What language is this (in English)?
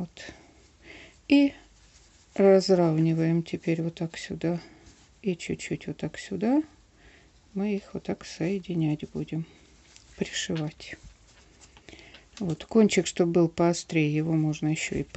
Russian